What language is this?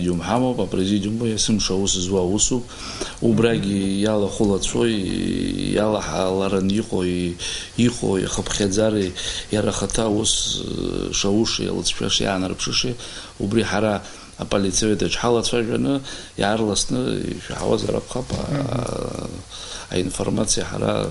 Abkhazian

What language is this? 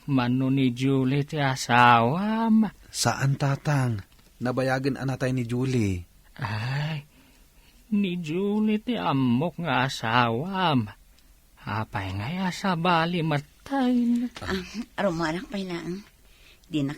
Iloko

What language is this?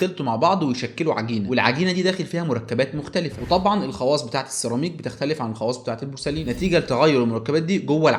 Egyptian Arabic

